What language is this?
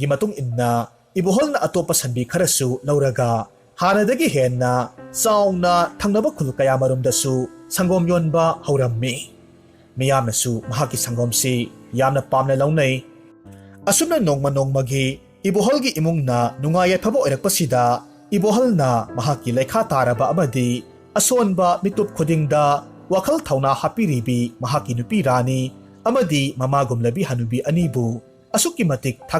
Manipuri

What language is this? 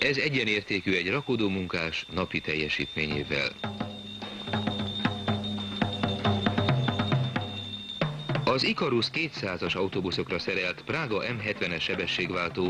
Hungarian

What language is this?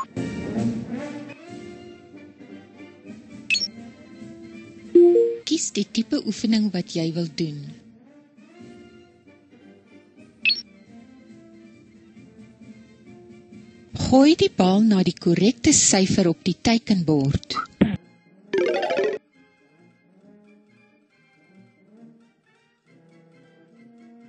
Afrikaans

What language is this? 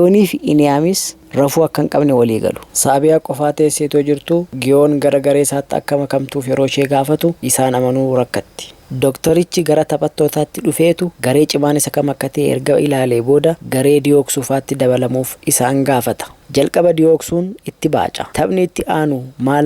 Oromo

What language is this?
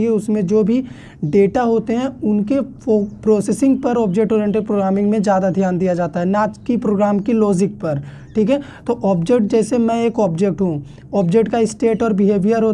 Hindi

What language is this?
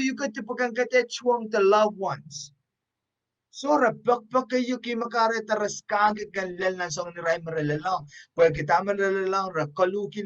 Pohnpeian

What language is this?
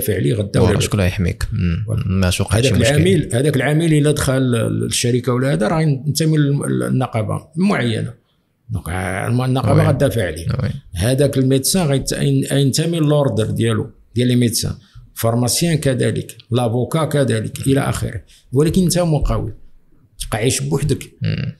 Moroccan Arabic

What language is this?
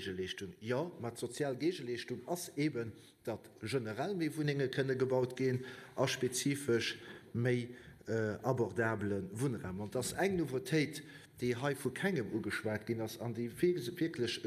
Luxembourgish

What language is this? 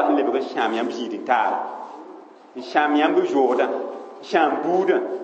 Mossi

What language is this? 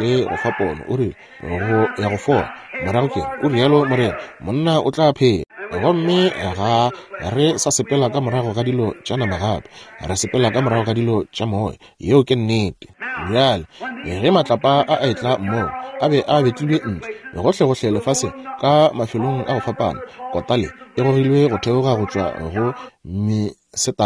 Northern Sotho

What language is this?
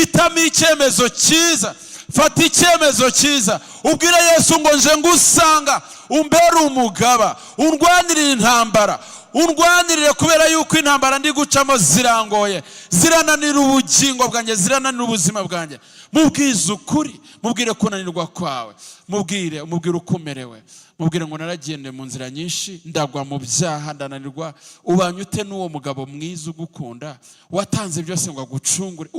Kinyarwanda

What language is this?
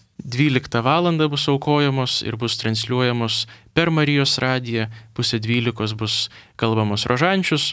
Lithuanian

